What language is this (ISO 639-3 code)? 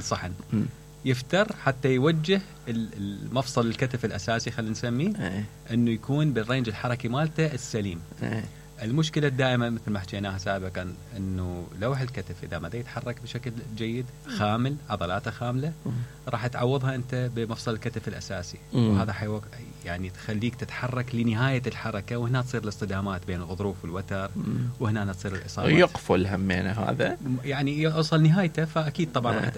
acm